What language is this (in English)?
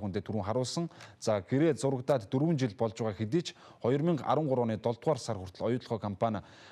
Mongolian